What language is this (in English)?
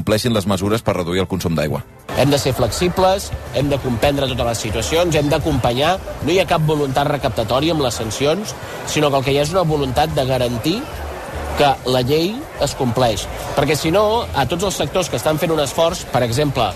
Catalan